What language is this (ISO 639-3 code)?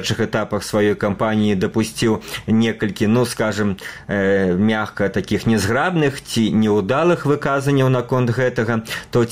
bel